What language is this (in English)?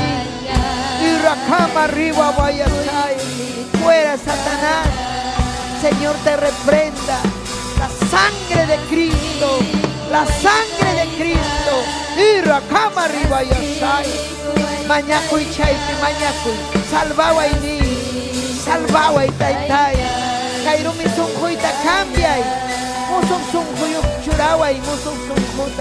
Ayacucho Quechua